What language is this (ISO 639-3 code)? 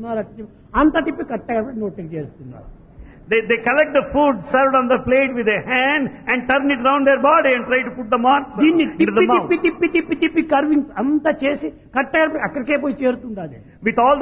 tel